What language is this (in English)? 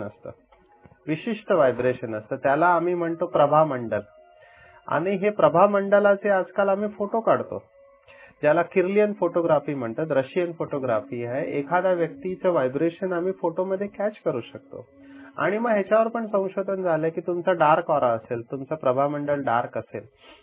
Marathi